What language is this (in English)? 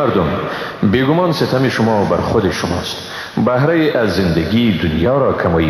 Persian